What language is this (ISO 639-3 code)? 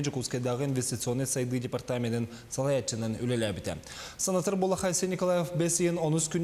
sah